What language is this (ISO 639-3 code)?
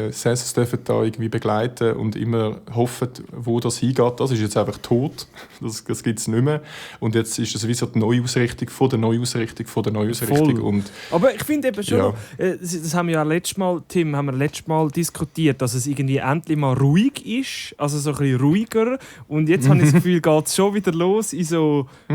gsw